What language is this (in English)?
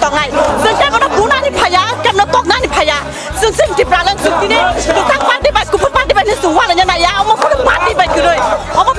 Kok Borok